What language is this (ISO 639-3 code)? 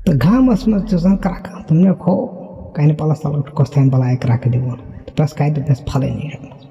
kas